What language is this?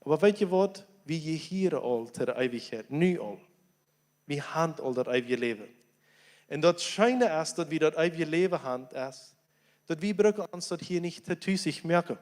Plautdietsch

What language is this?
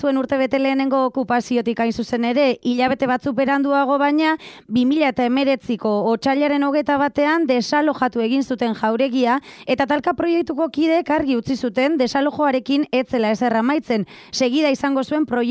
Basque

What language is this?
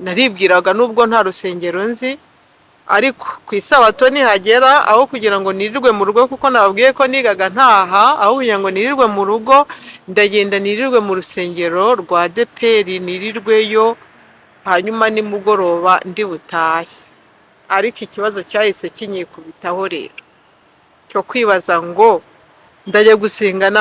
Kinyarwanda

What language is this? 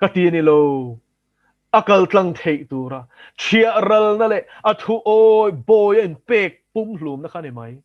Mizo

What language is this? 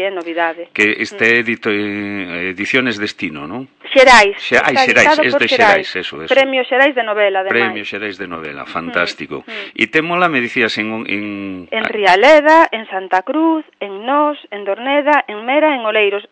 Galician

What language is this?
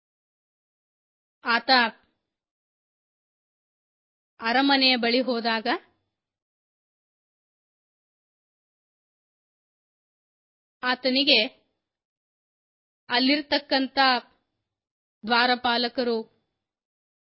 Kannada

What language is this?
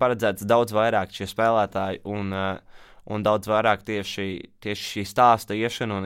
Latvian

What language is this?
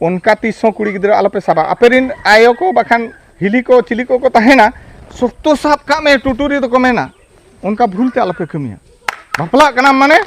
Santali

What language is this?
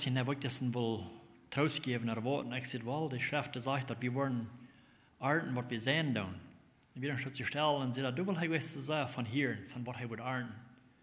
Plautdietsch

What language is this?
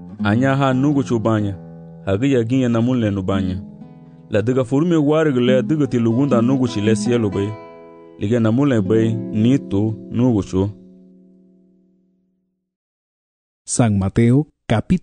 Garifuna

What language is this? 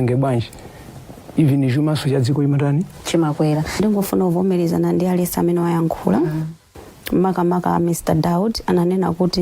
Nyanja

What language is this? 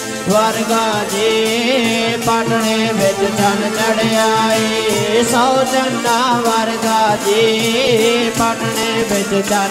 Punjabi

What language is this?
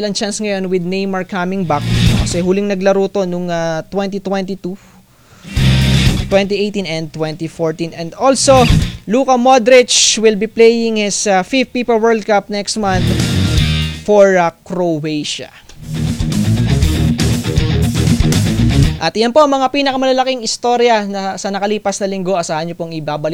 Filipino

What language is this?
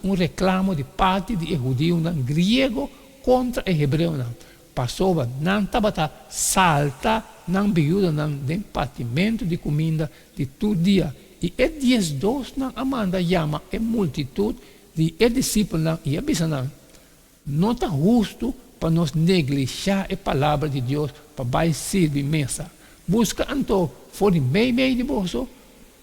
Papiamento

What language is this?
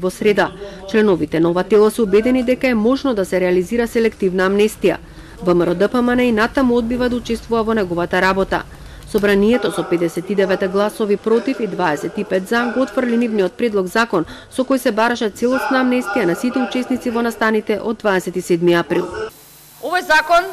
Macedonian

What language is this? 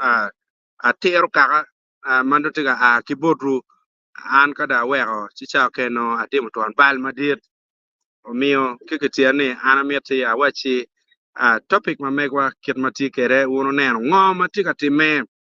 Acoli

